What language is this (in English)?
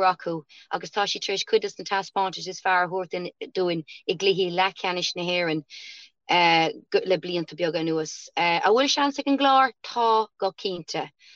Irish